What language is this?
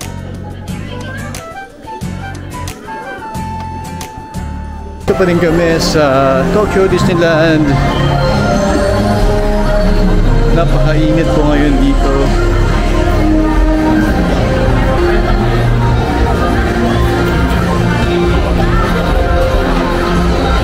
Filipino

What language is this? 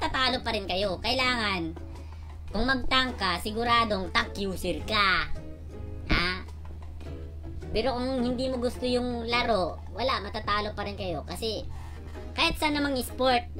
Filipino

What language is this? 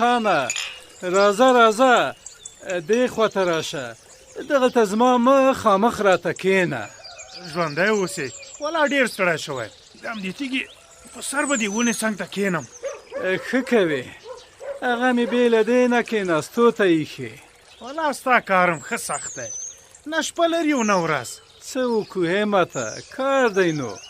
Pashto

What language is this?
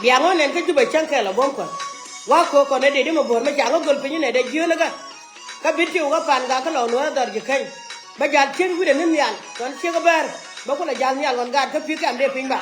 Nuer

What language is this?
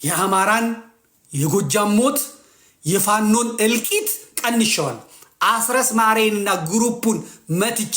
Amharic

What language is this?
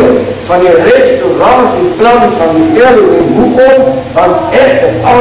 Afrikaans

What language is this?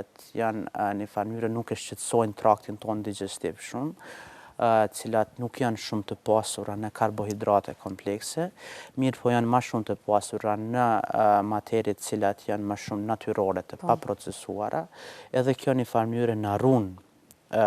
Albanian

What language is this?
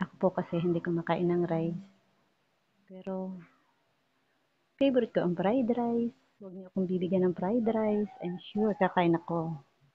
Filipino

